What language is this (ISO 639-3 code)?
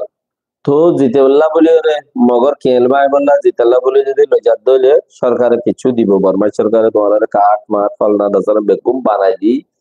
rhg